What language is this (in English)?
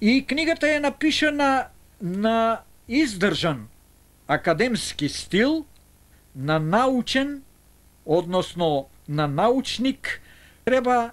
Macedonian